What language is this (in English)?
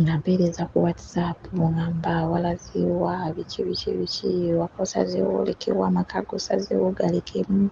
Ganda